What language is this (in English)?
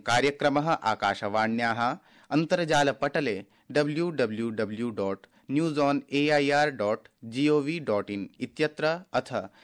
Sanskrit